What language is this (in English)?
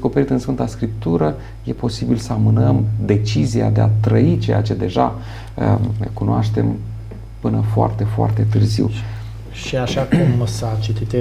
Romanian